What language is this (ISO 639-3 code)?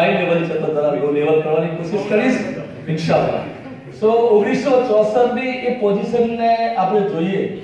guj